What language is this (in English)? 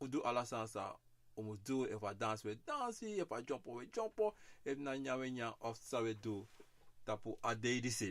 Sranan Tongo